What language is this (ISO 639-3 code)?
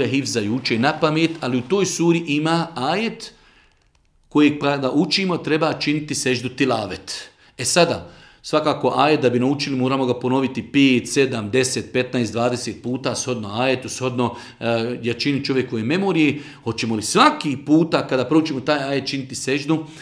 bos